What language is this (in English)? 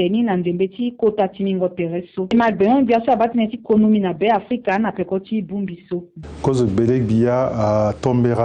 Sango